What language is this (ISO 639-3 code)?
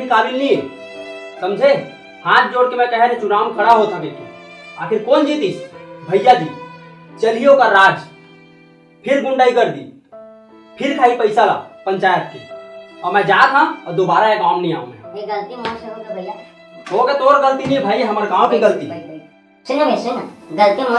hne